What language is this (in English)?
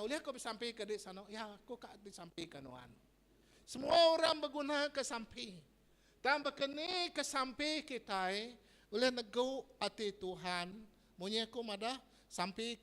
Iban